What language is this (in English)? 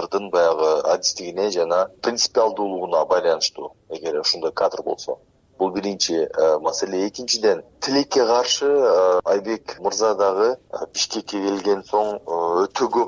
Kyrgyz